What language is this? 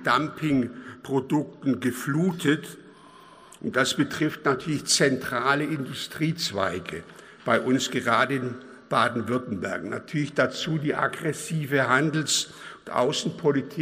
German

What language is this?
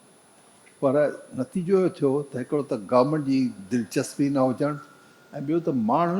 Sindhi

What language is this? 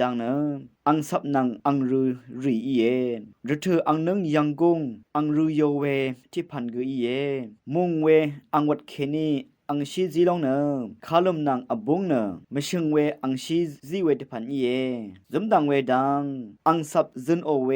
Rawang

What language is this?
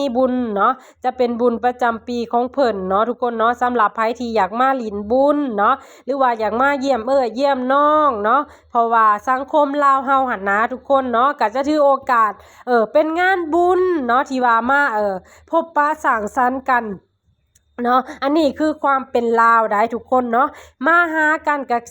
Lao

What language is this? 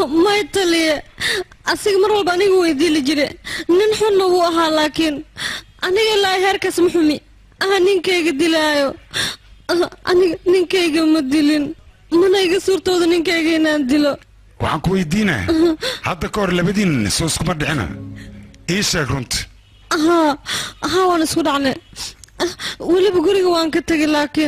Somali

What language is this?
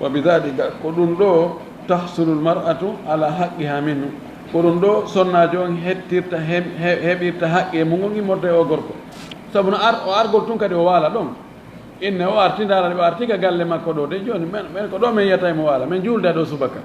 Fula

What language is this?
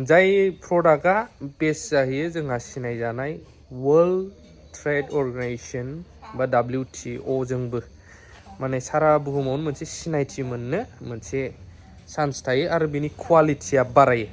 Bodo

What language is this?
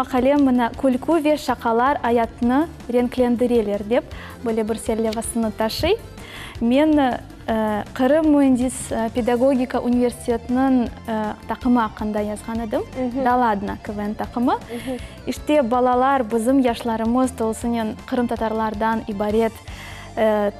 Crimean Tatar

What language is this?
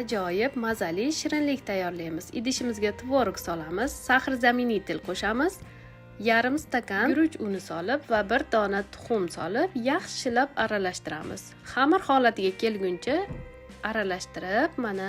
Uzbek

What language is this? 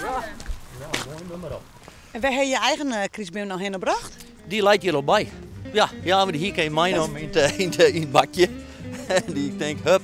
Western Frisian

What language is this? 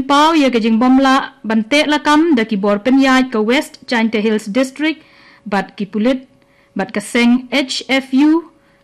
Khasi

